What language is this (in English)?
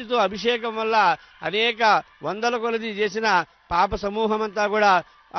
Telugu